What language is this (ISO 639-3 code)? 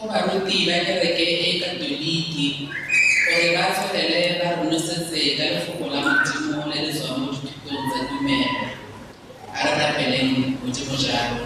tsn